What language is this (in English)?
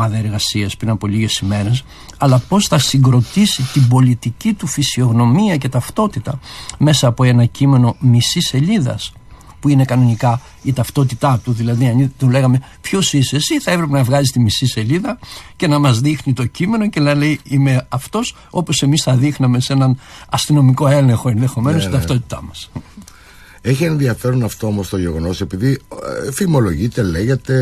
Greek